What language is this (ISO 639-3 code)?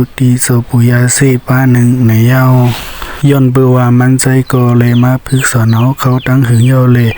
shn